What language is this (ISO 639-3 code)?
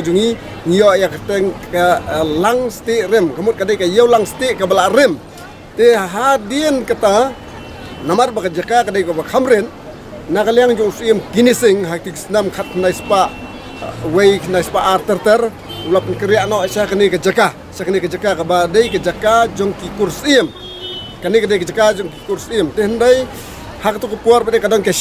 kha